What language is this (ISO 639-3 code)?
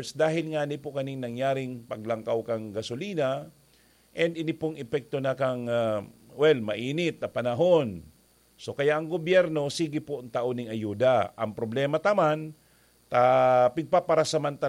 bik